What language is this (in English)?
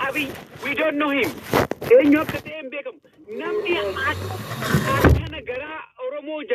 Oromo